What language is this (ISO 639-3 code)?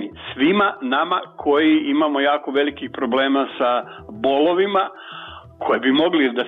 srp